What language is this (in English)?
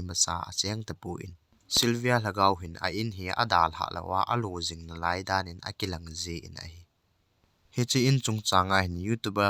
Thado Chin